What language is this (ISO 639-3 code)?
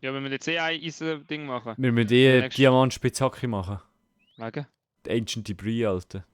gsw